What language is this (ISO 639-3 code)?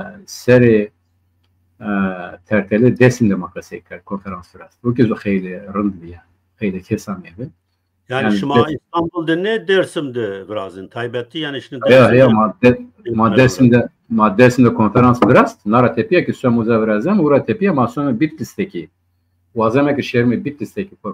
zza